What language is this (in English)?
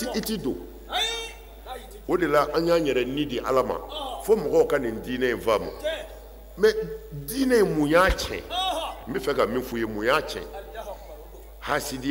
Bambara